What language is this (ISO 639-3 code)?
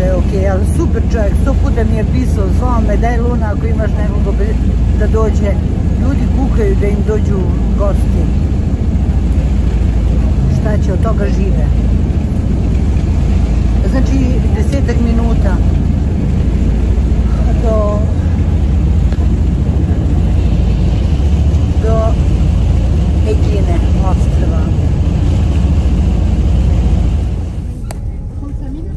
srp